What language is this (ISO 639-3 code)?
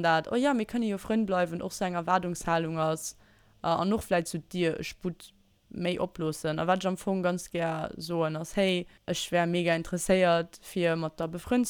ltz